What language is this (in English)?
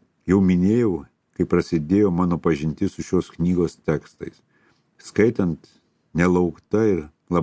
Lithuanian